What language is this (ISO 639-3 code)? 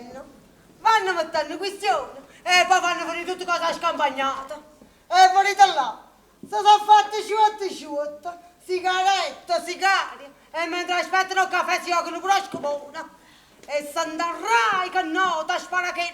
nap